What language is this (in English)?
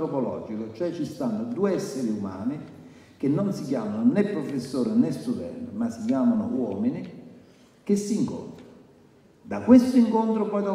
Italian